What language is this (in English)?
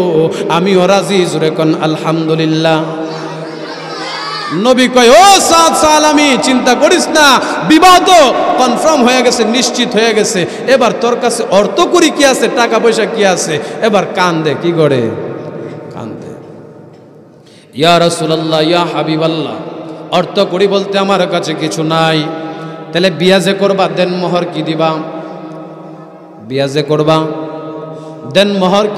Bangla